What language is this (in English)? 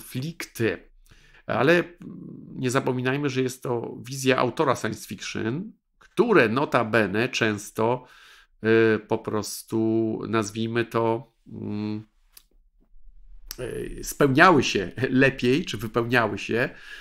Polish